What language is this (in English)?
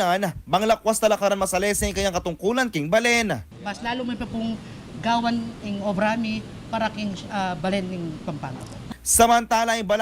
Pampanga